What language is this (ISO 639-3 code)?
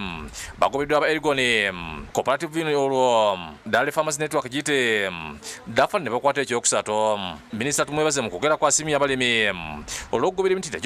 lug